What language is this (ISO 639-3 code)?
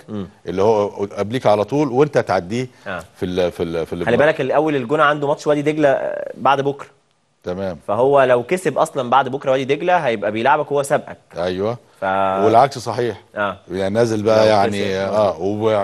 arz